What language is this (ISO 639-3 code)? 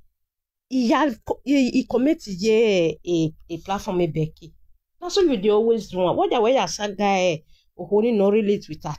pcm